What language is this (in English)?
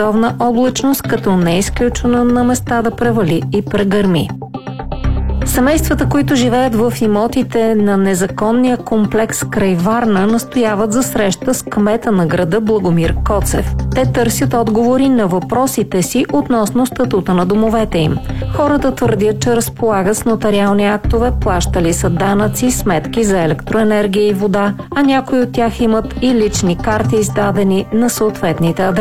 Bulgarian